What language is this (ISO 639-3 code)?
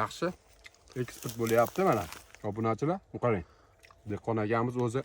uzb